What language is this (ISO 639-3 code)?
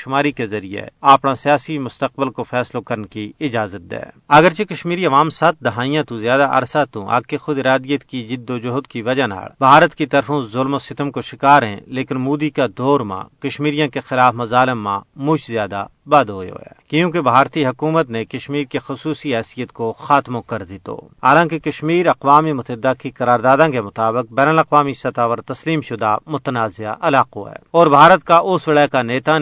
gju